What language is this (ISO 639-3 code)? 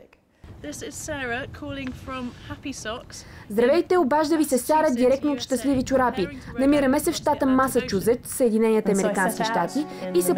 bul